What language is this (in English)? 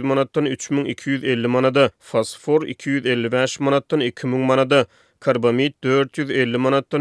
Turkmen